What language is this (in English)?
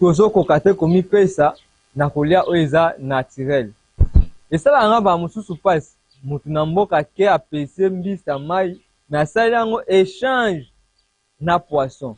Lingala